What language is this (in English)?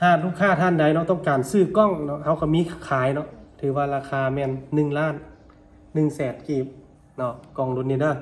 Lao